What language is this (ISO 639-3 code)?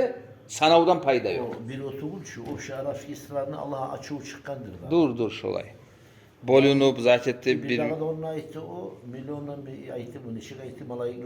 kum